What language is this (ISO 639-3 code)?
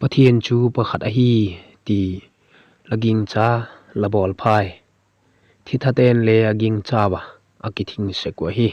vap